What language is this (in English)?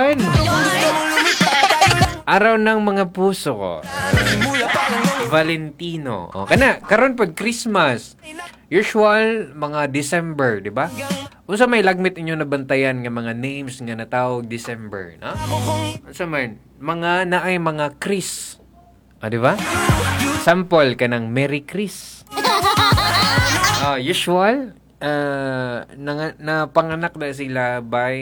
Cebuano